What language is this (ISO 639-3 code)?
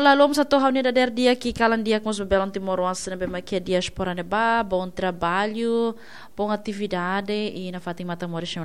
tet